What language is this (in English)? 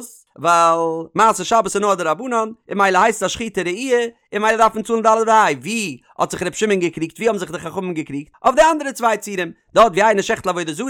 Yiddish